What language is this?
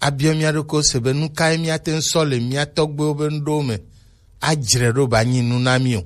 Gen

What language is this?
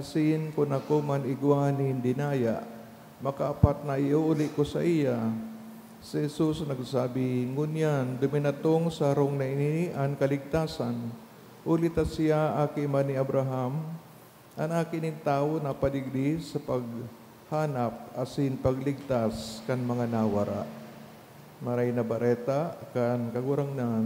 Bikol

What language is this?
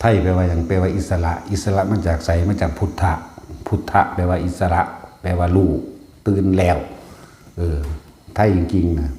Northeastern Thai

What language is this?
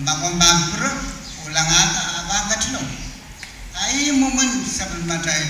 Pohnpeian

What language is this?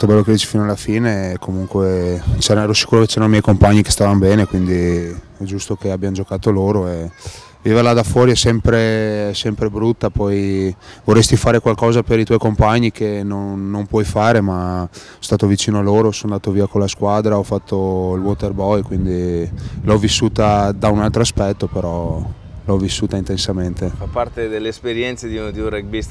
Italian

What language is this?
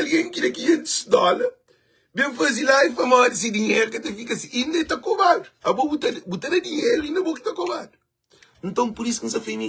Kabuverdianu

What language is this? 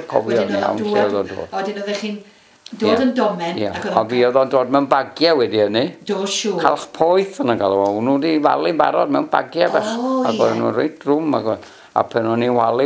Welsh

